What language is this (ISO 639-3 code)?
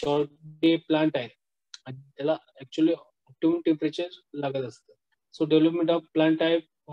mar